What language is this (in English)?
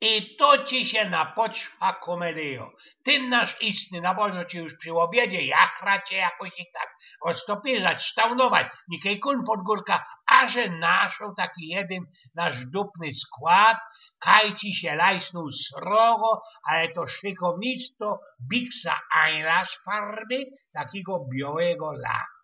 Silesian